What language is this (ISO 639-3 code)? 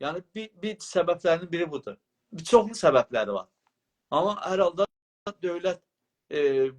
azb